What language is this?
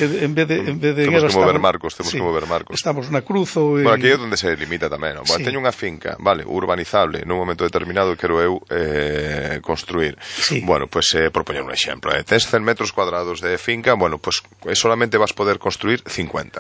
Galician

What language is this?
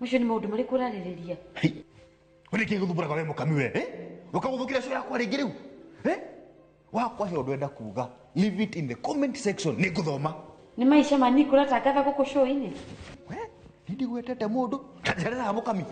Kikuyu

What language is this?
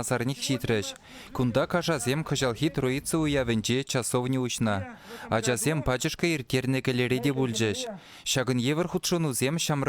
Chuvash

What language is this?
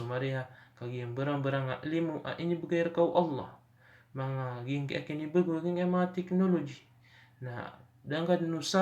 Maranao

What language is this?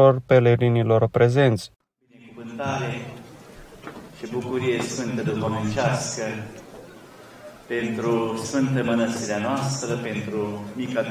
Romanian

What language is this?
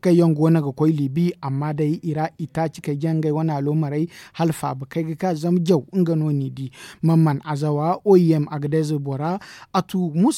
Zarma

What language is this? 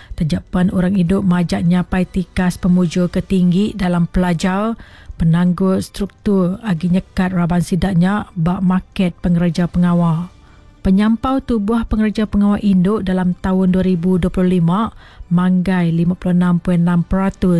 Iban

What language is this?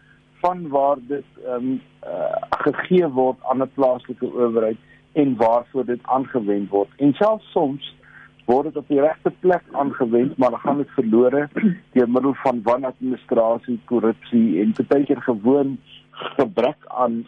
Afrikaans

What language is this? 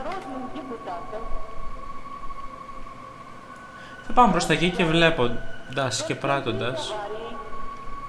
Greek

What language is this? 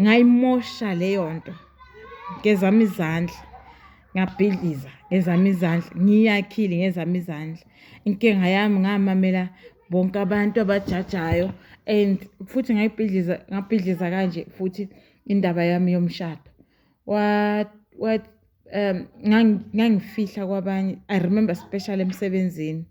Zulu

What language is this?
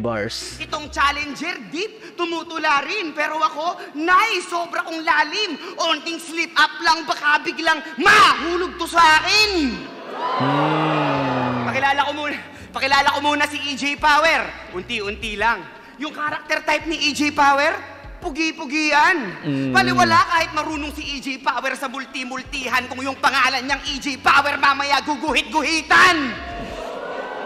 Filipino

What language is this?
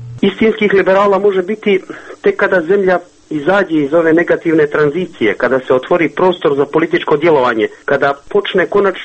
Croatian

